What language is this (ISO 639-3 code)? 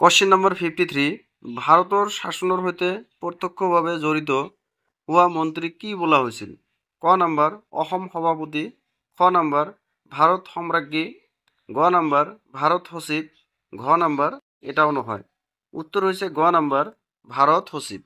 asm